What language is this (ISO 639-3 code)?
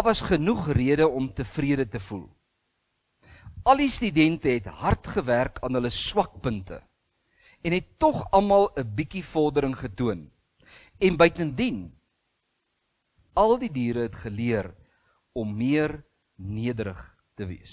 afr